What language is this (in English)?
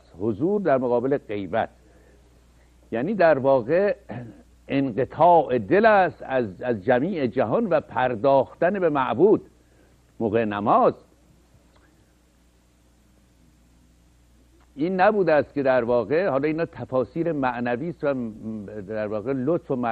Persian